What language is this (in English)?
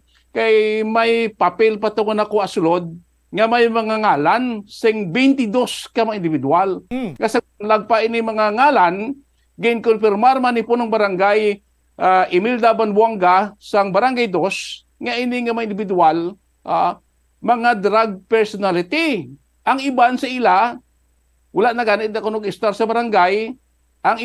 Hiligaynon